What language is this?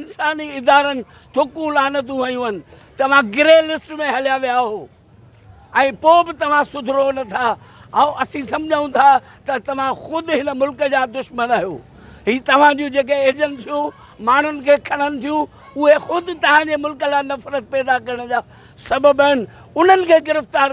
Sindhi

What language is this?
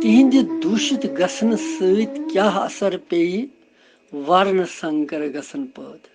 Kashmiri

